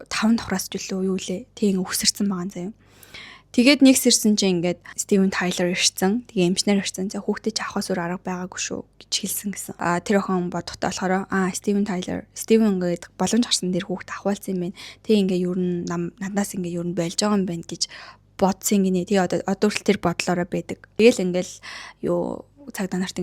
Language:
Mongolian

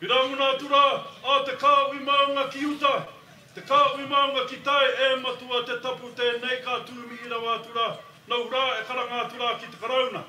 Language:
Māori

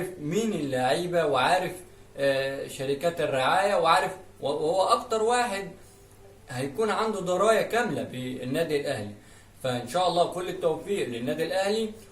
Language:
Egyptian Arabic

